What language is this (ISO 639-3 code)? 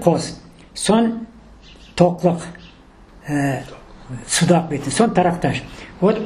crh